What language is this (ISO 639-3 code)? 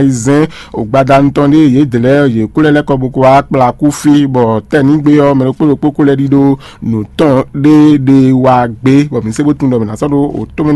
fon